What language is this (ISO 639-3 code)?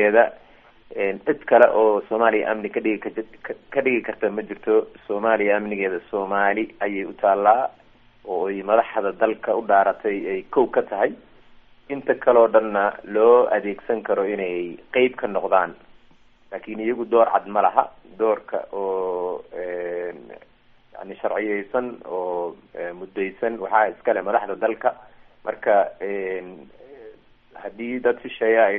som